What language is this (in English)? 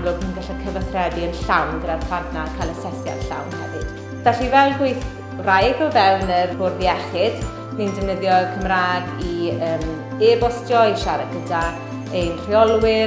Welsh